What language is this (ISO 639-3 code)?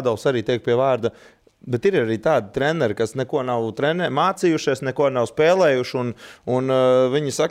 lav